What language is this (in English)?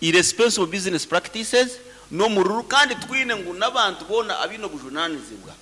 Nyankole